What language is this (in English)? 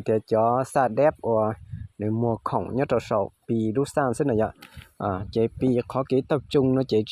Hmong